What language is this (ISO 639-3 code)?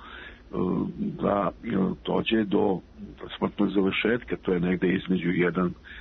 srp